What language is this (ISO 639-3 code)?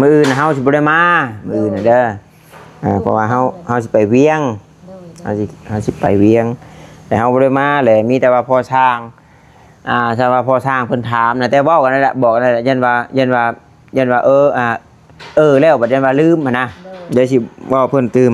tts